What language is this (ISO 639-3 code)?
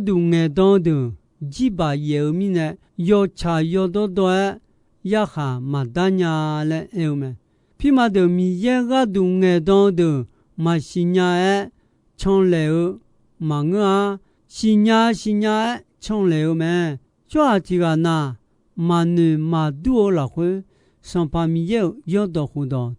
ahk